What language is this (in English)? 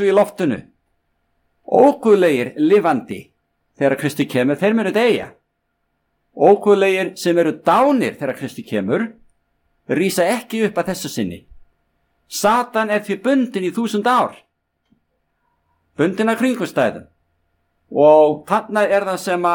Icelandic